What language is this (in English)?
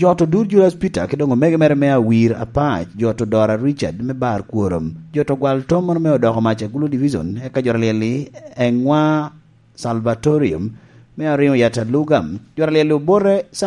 Lango (Uganda)